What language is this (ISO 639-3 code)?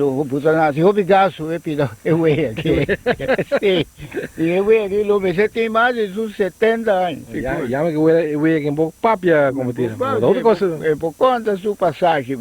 pap